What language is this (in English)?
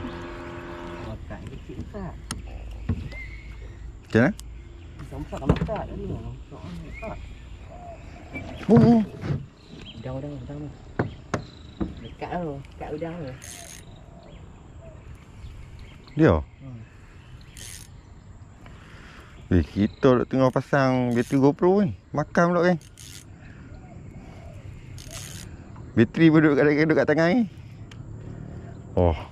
Malay